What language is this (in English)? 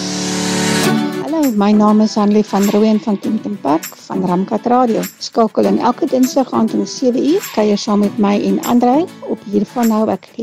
Afrikaans